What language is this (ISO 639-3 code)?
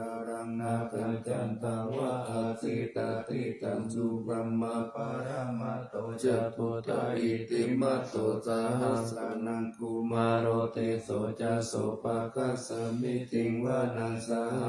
pli